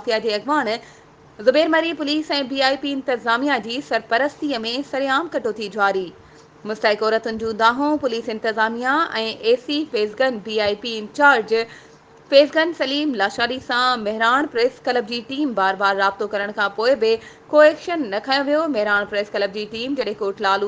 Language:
Sindhi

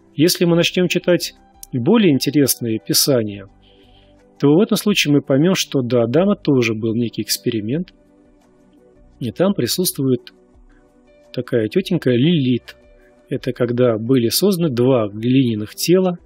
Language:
Russian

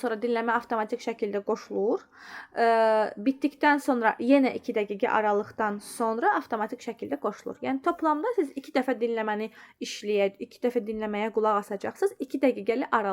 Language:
Azerbaijani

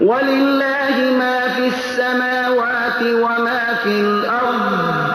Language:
Persian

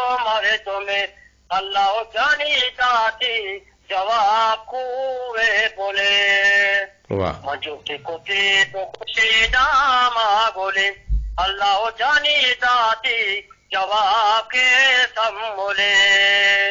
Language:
Eastern Balochi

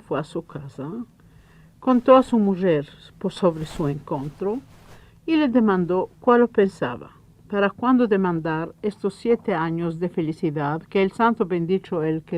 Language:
Ladino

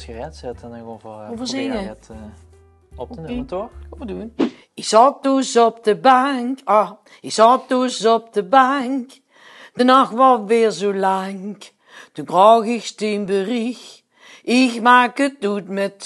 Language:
Limburgish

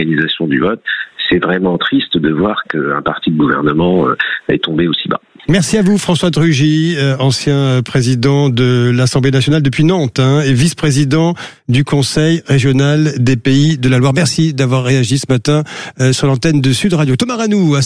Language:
French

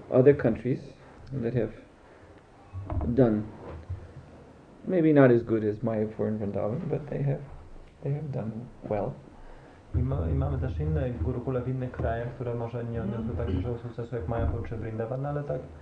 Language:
Polish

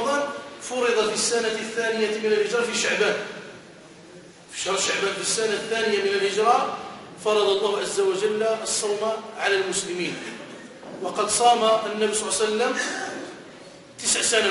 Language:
Arabic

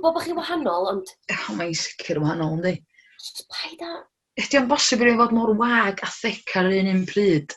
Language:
Welsh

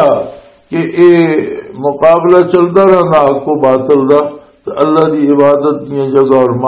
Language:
Western Panjabi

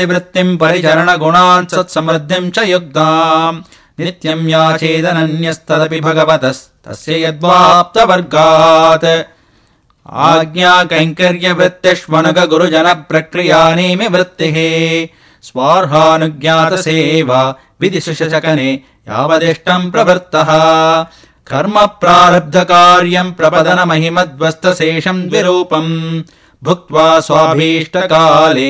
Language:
Sanskrit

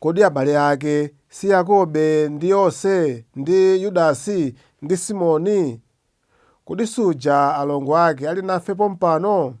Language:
Nyanja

